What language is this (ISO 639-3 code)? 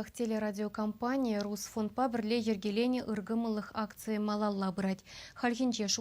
chv